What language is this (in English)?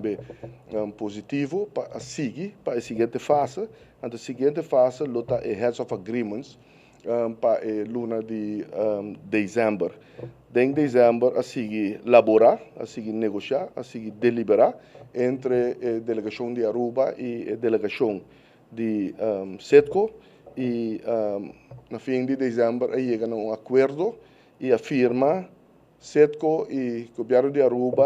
Papiamento